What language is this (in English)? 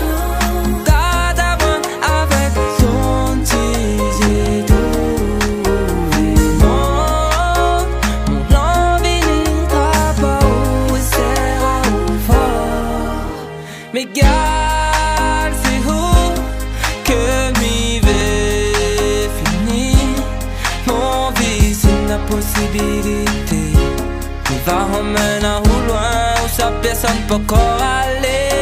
Réunion Creole French